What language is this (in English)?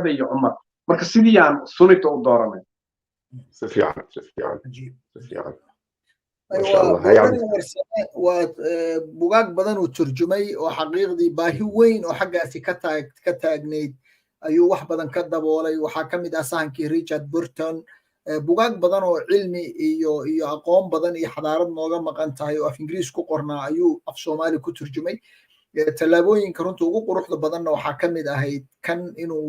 Somali